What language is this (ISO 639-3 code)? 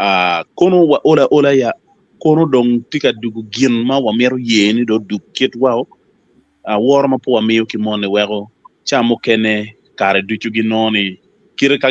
ach